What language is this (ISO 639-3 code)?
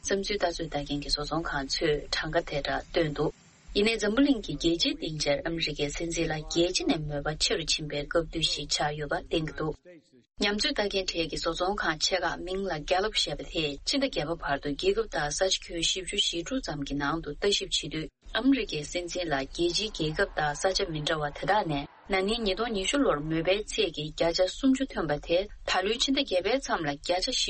bod